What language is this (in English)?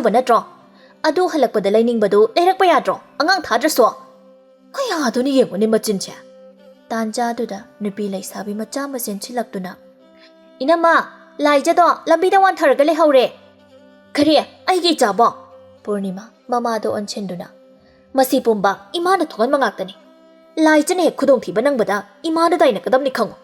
Manipuri